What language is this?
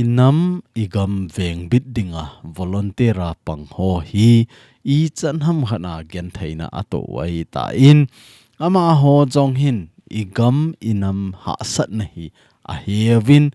Thado Chin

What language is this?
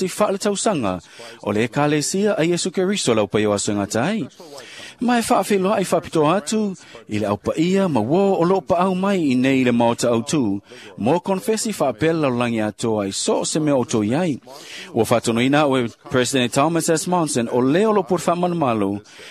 Samoan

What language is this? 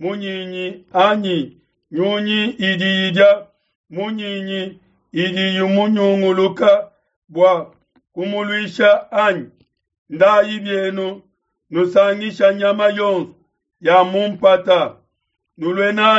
Luba-Lulua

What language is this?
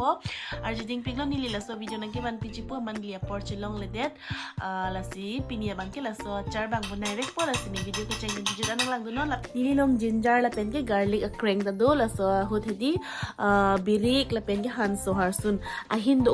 Karbi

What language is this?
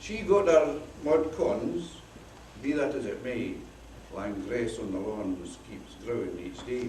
Scots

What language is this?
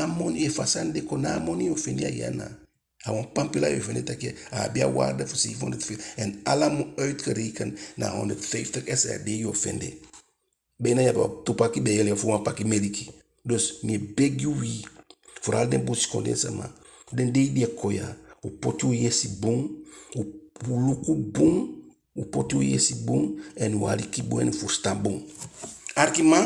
Eastern Maroon Creole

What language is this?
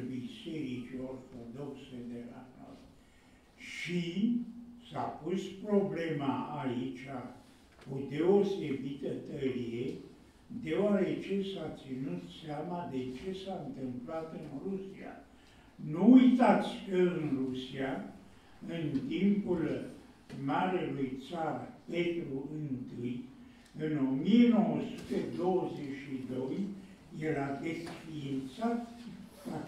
Romanian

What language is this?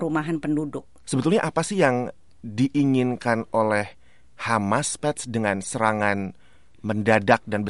Indonesian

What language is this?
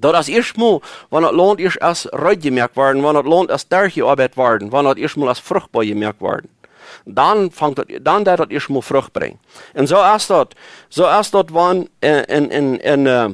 Plautdietsch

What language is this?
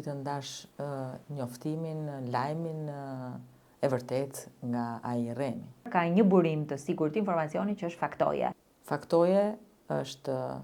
Albanian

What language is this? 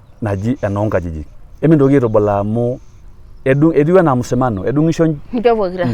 Masai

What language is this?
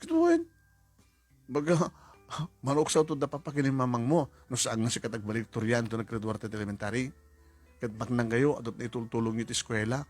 Iloko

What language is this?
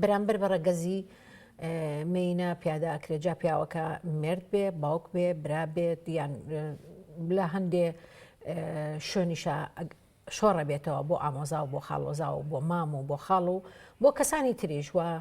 Central Kurdish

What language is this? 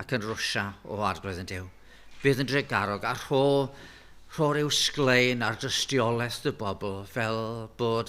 Welsh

